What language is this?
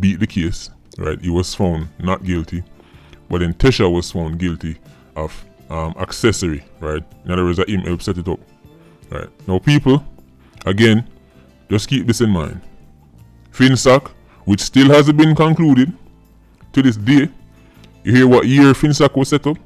Jamaican Creole English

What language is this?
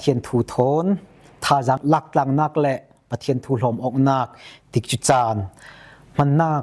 Falam Chin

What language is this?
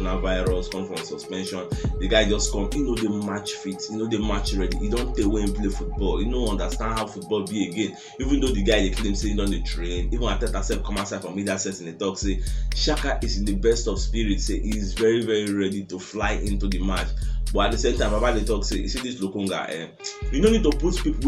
Nigerian Pidgin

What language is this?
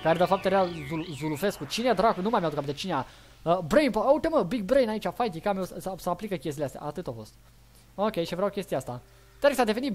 Romanian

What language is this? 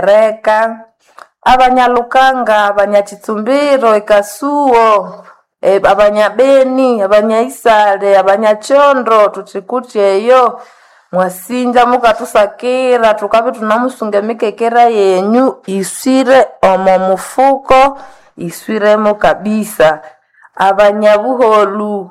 Nande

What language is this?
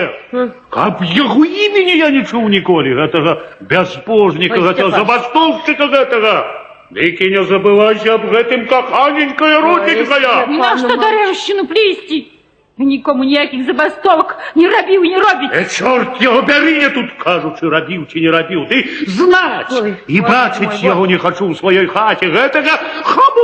Belarusian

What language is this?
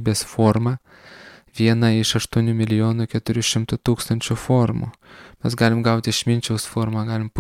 Lithuanian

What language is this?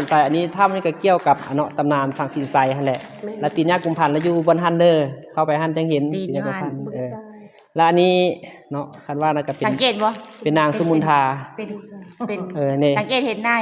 Lao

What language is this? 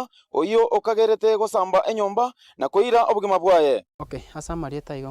Gusii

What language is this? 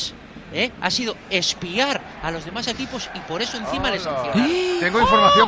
Spanish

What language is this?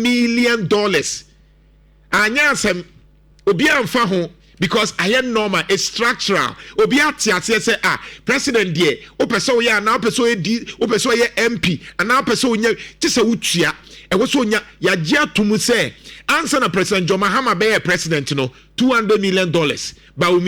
Akan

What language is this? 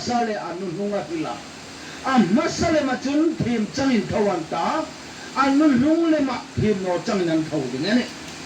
Hmar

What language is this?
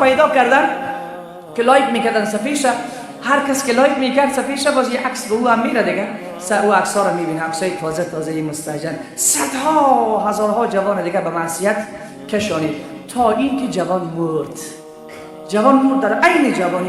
Tajik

